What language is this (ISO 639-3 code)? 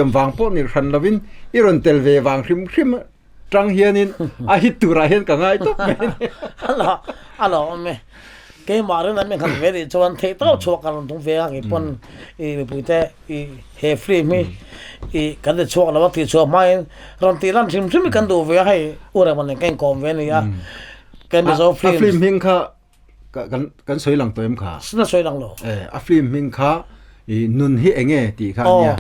lus